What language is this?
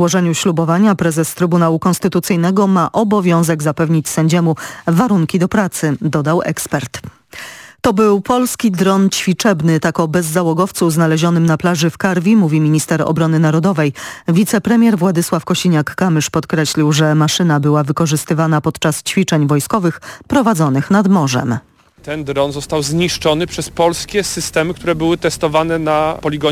Polish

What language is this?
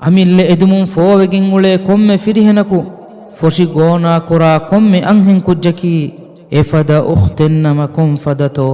Divehi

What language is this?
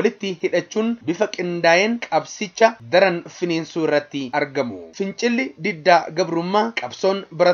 Oromo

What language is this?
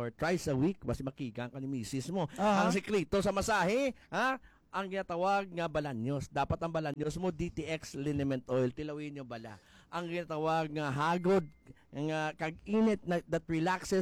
Hiligaynon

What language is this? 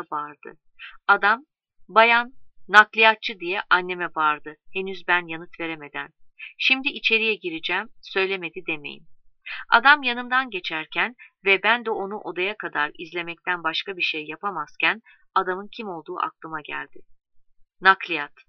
Turkish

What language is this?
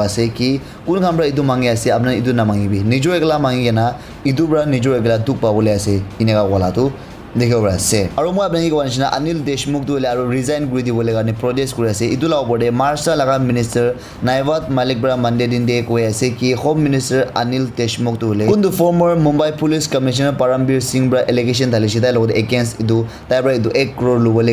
Naga Pidgin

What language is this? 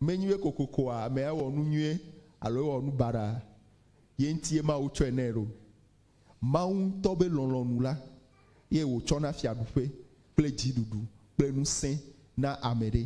Ewe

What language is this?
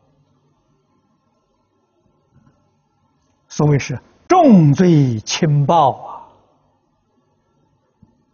Chinese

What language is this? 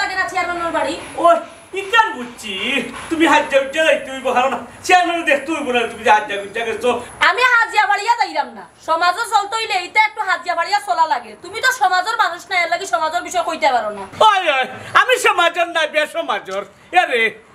Sylheti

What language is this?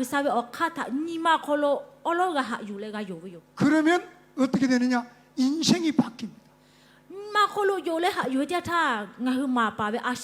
Lahu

